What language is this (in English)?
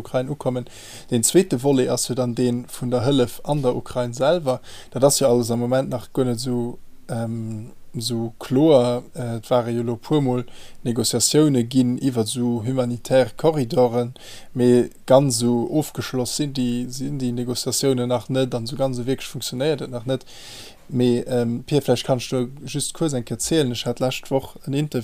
Luxembourgish